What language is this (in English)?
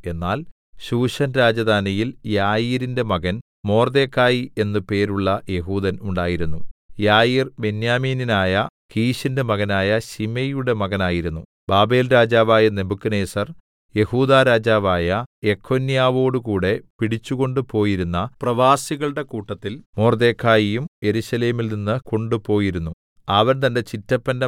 Malayalam